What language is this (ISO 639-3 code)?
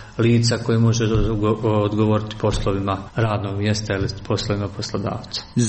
hrv